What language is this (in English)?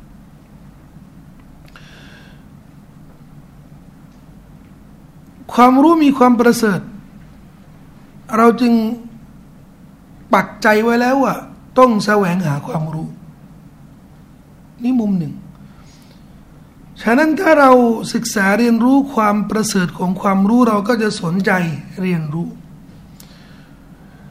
Thai